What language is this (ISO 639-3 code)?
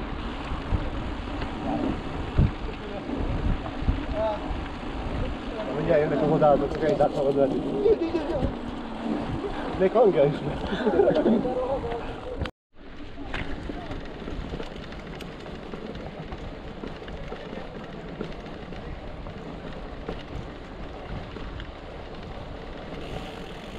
hun